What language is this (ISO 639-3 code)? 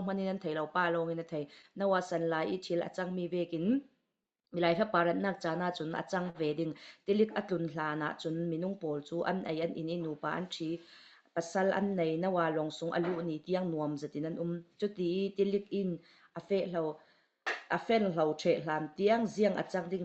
cfm